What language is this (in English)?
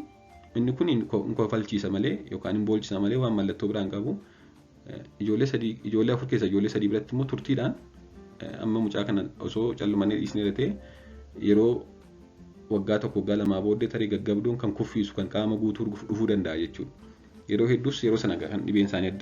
Oromo